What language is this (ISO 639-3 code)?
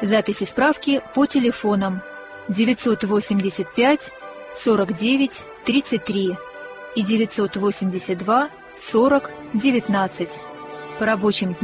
rus